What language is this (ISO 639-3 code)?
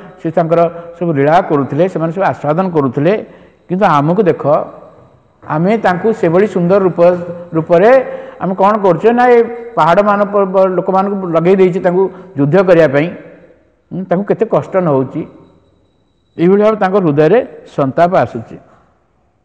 ori